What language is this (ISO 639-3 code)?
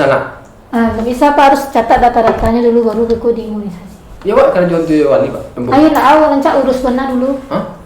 min